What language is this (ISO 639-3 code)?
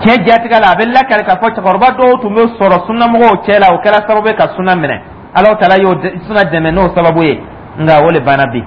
dyu